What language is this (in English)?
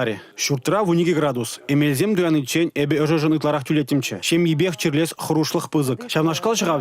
Chuvash